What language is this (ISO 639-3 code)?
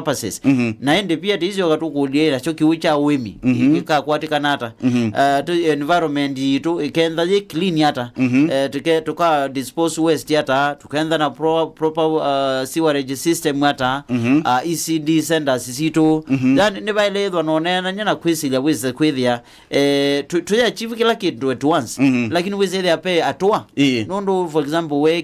kam